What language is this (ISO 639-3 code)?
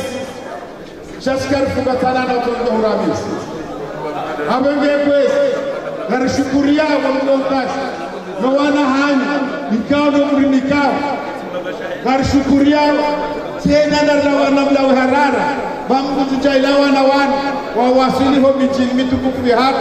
swa